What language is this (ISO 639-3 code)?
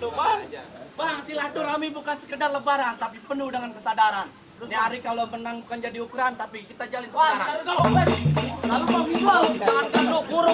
bew